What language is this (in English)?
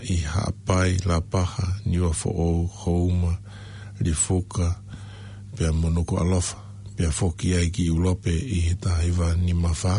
Tongan